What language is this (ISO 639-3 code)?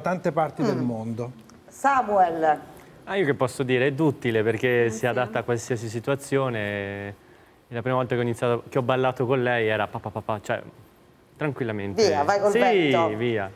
ita